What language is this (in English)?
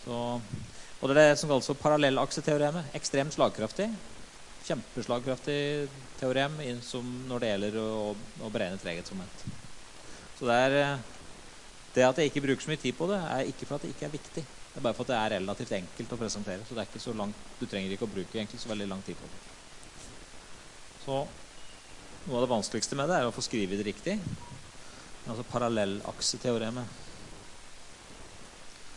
Norwegian